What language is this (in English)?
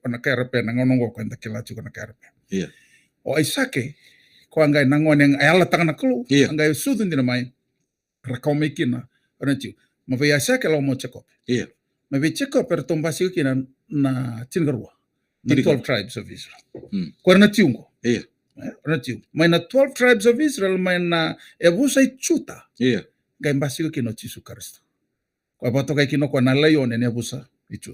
Fijian